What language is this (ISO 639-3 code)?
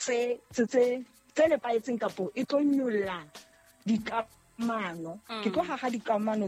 sot